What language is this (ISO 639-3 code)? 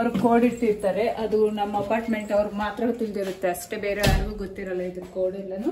kan